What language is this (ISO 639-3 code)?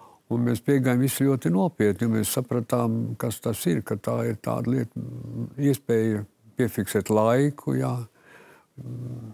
lav